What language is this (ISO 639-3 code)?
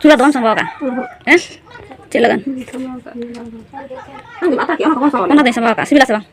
sat